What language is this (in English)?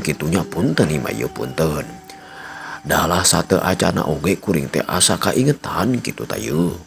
Sundanese